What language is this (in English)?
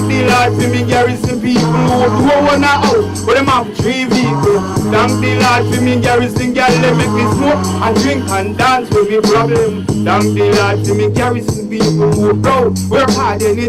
Jamaican Creole English